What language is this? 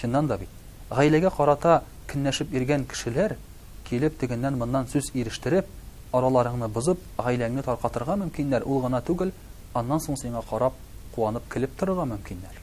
Tatar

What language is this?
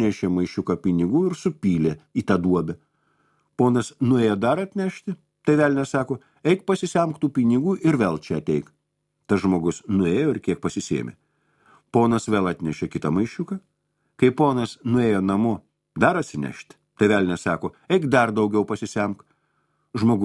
Lithuanian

